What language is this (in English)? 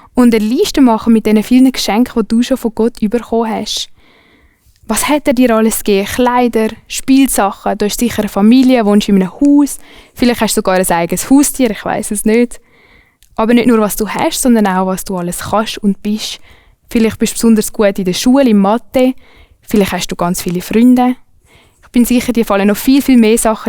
Swiss German